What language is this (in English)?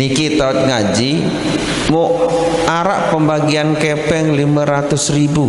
Sasak